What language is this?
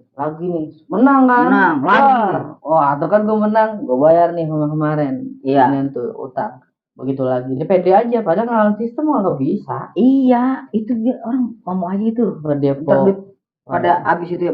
Betawi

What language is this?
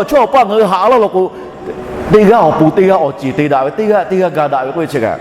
Lahu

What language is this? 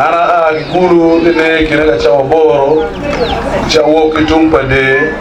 Acoli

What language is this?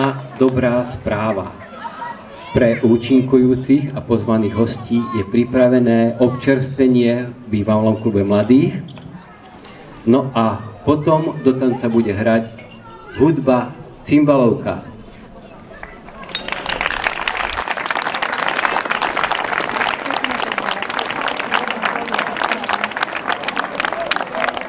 Slovak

